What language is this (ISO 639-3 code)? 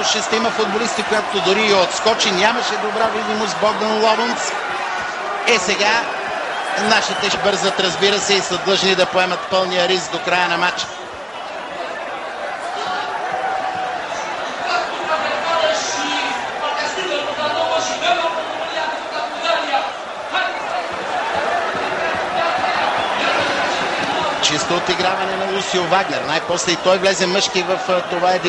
bul